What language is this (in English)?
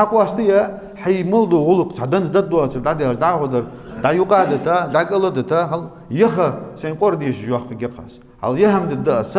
Ingush